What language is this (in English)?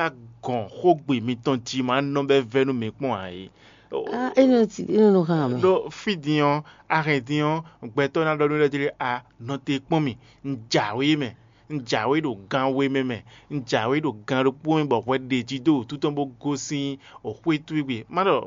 Fon